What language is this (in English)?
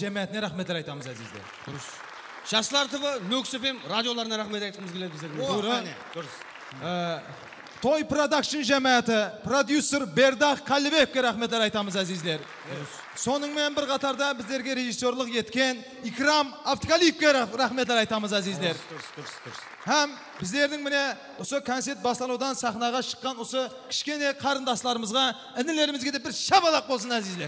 Kara-Kalpak